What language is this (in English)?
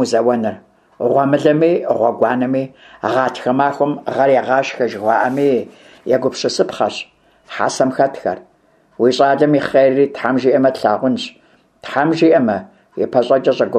Kabardian